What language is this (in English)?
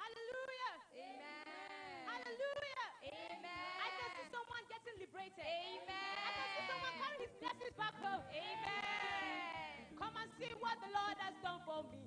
Ewe